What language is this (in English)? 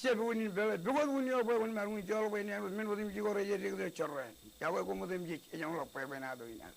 Marshallese